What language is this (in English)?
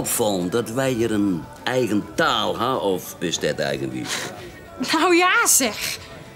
Western Frisian